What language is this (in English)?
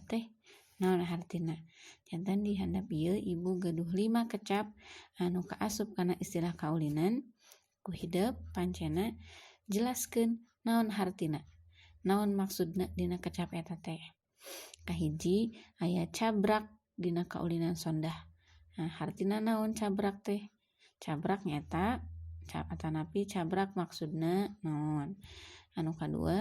Sundanese